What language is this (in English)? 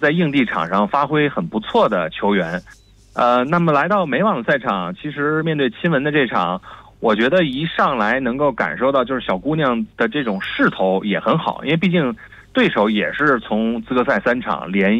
Chinese